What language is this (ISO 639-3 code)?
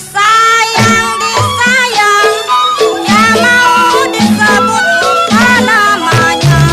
bew